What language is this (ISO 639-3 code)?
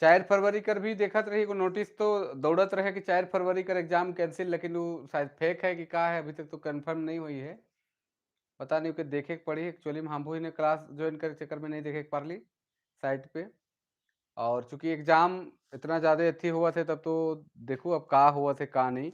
sck